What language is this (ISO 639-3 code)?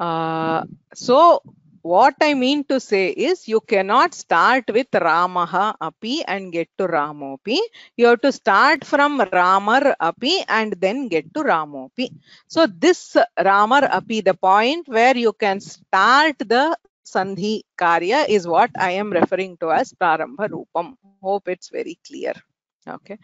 san